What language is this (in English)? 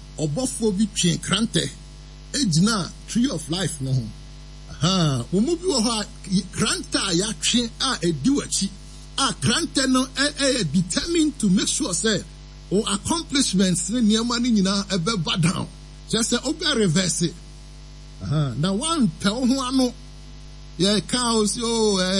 Akan